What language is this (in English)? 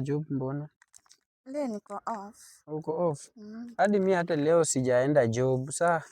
Swahili